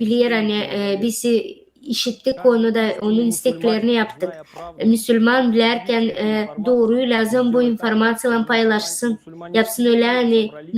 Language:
Gagauz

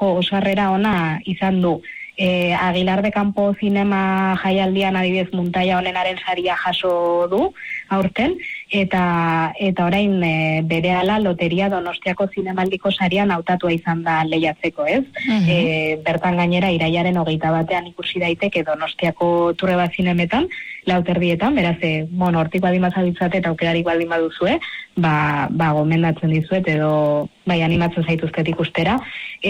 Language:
Basque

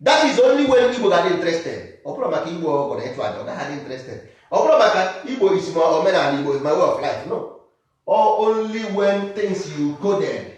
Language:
Igbo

